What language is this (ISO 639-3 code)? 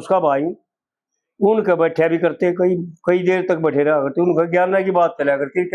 bgc